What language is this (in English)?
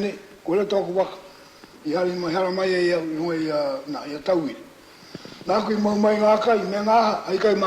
Māori